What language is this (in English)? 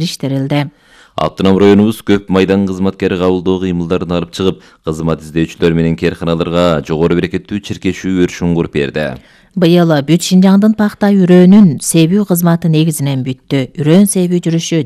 Kyrgyz